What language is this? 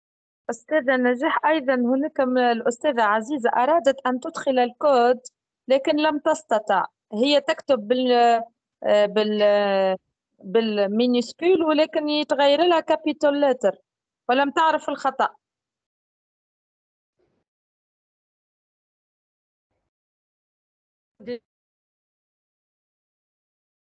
Arabic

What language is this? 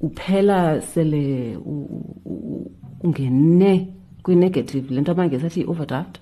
Xhosa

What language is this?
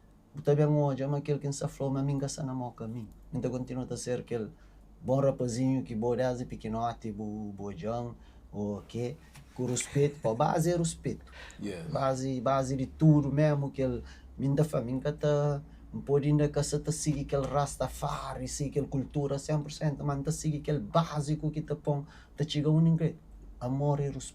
Kabuverdianu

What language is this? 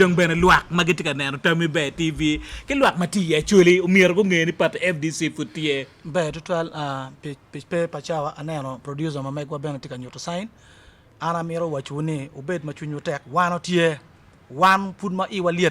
Acoli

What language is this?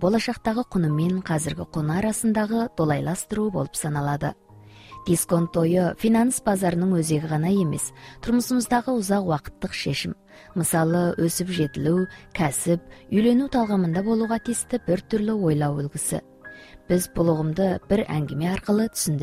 Kazakh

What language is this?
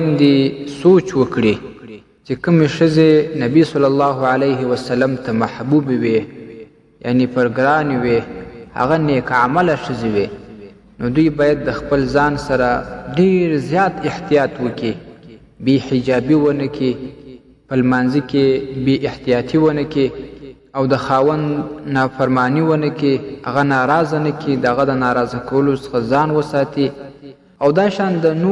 Pashto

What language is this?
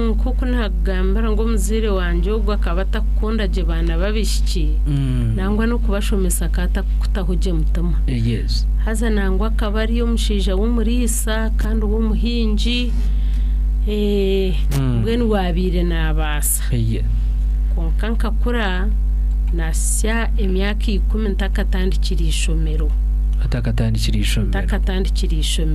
Nyankole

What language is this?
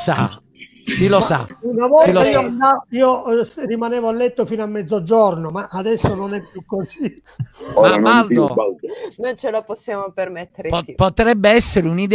Italian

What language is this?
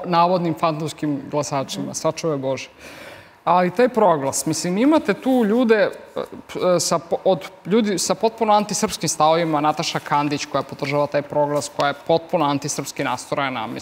Serbian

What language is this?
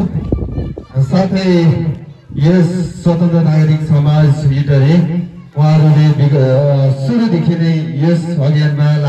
Nepali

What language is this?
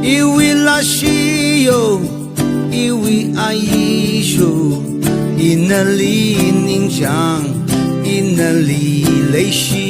Tangkhul Naga (India)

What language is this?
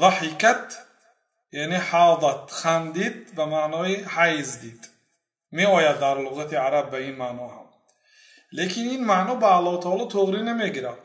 Persian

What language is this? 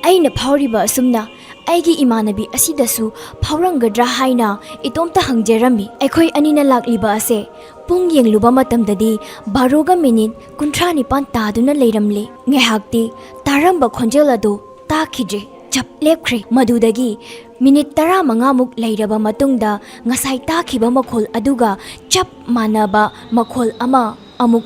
Manipuri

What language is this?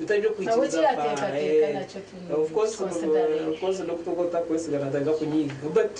Nyankole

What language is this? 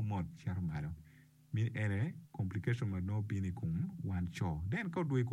Acoli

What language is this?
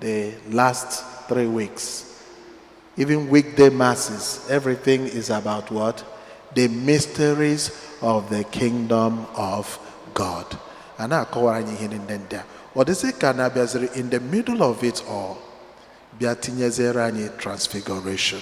Igbo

